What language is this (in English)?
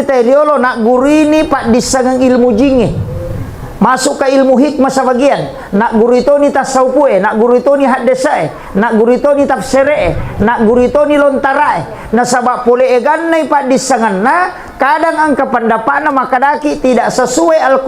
Buginese